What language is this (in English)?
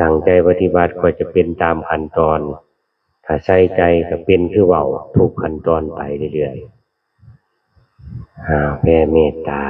Northeastern Thai